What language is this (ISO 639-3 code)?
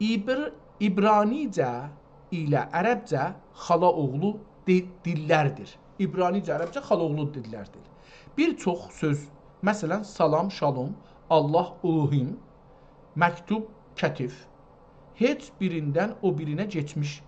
azb